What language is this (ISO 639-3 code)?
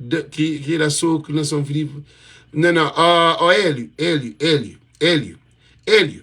kea